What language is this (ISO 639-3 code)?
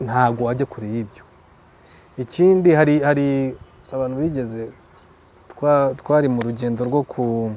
kin